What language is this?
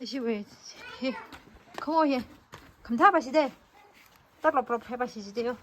Tangkhul Naga (India)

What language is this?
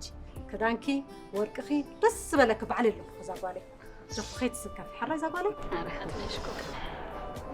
Tigrinya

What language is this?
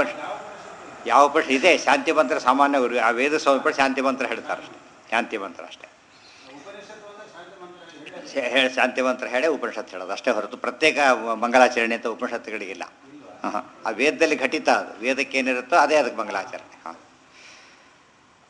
Kannada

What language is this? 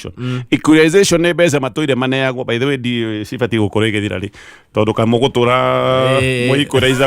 Kikuyu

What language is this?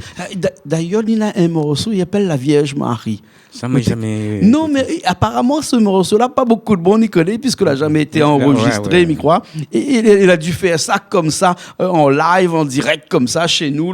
Réunion Creole French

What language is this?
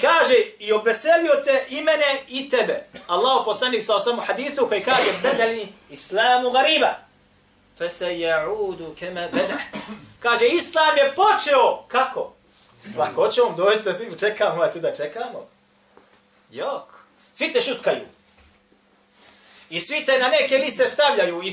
Bosnian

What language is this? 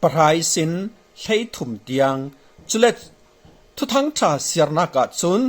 Falam Chin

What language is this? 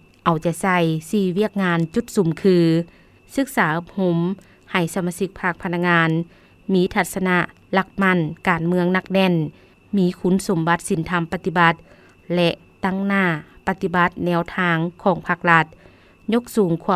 Lao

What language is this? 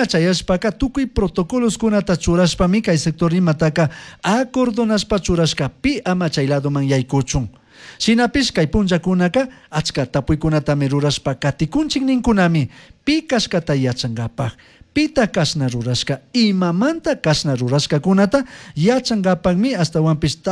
Chimborazo Highland Quichua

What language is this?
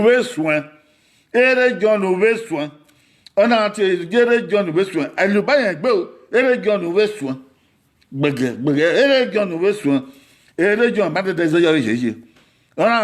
Bini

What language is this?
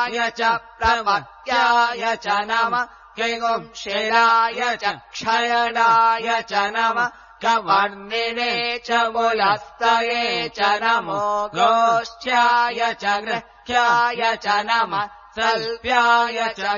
Sanskrit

